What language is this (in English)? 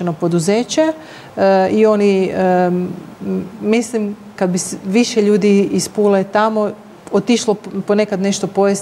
Croatian